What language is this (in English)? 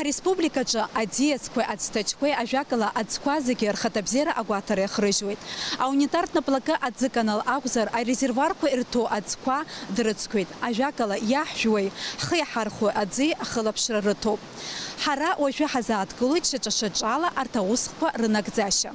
Abkhazian